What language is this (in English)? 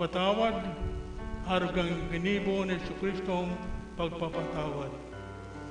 Bikol